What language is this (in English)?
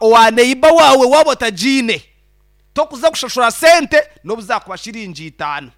Nyankole